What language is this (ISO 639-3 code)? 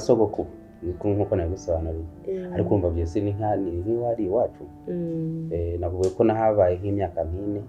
kin